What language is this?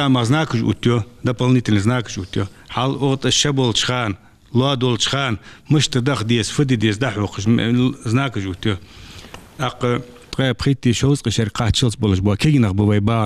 Ingush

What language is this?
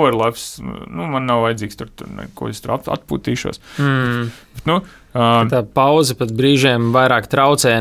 Latvian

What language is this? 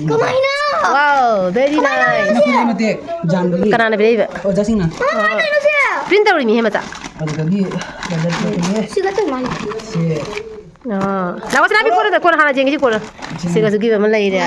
Manipuri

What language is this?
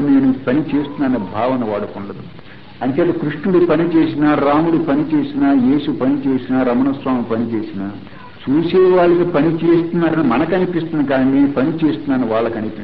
Telugu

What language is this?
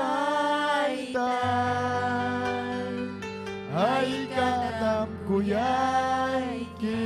Ayacucho Quechua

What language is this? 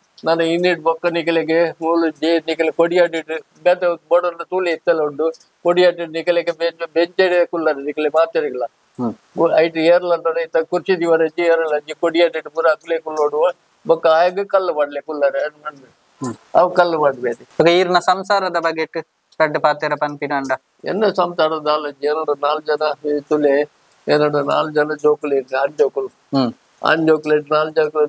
Tulu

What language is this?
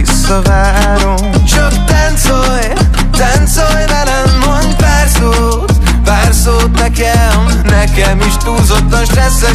Hungarian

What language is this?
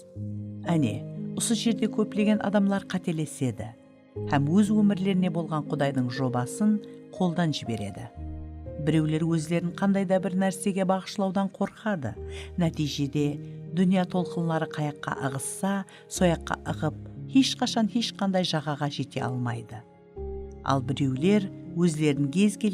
Kara-Kalpak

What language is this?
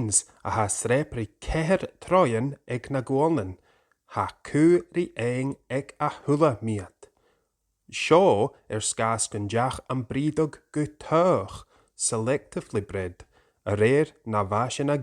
Scottish Gaelic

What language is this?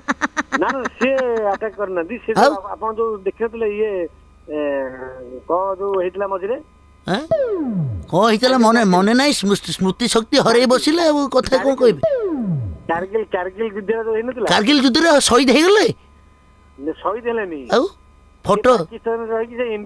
Odia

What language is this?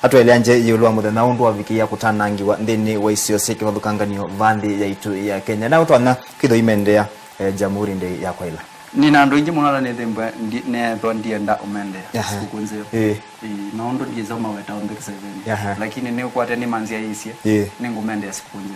Kamba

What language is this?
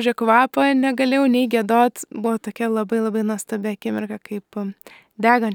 Lithuanian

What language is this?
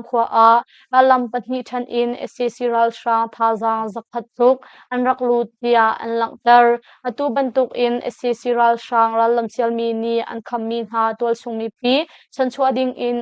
Hakha Chin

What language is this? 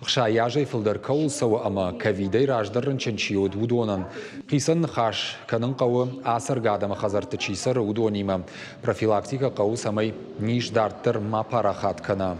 Ossetic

